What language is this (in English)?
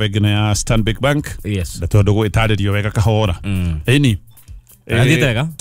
Kikuyu